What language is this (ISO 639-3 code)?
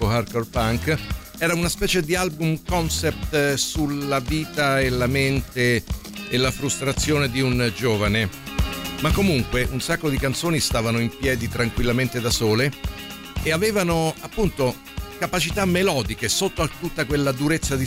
ita